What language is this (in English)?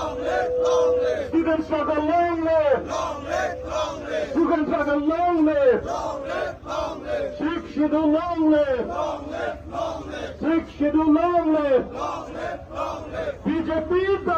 Karbi